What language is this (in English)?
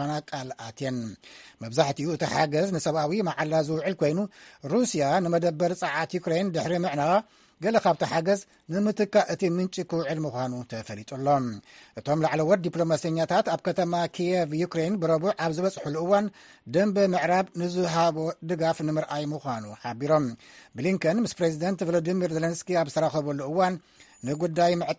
Tigrinya